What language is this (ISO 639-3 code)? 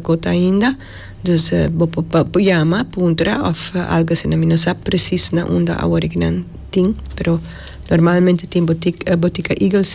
pap